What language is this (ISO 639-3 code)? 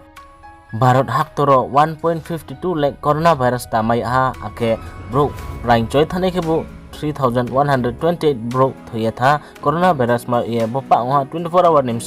ria